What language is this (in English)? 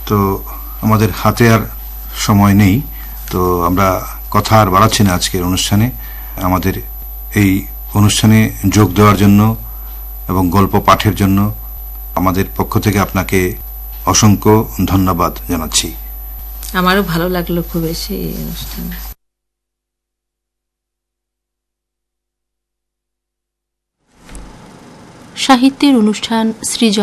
Bangla